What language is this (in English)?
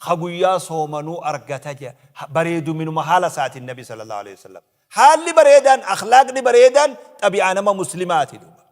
Oromo